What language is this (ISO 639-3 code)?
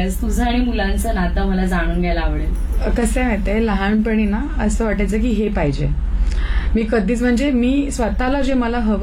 mar